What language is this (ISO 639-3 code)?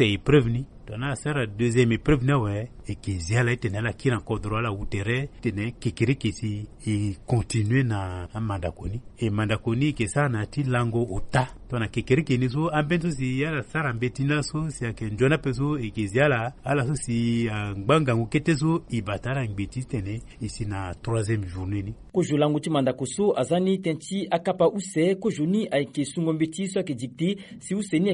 sag